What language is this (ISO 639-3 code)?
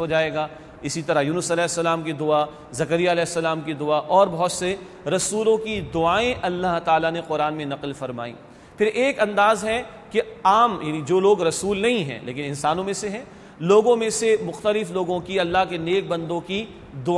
urd